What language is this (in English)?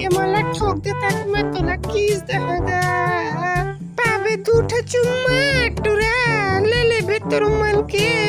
Chhattisgarhi